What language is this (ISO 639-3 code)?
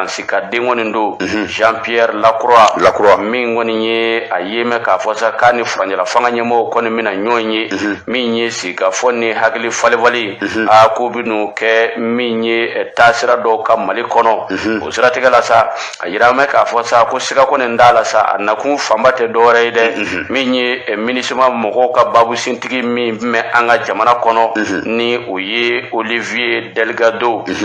bam